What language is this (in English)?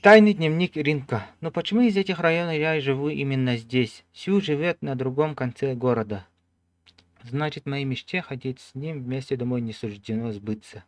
Yakut